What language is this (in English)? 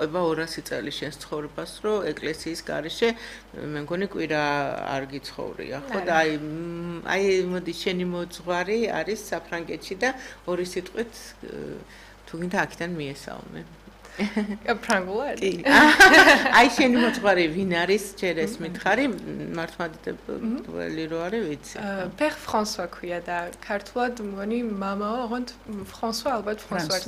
Georgian